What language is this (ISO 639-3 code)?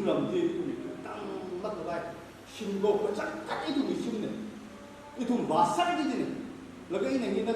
nmf